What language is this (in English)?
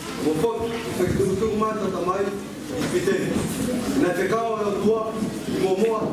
Tongan